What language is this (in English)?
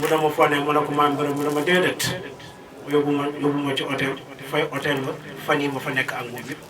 Wolof